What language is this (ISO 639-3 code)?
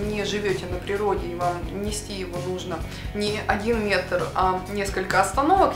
rus